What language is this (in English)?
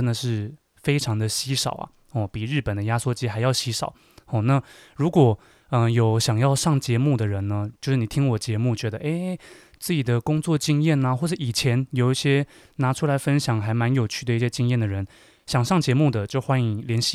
Chinese